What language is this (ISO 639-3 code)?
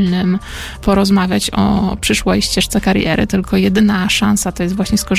pol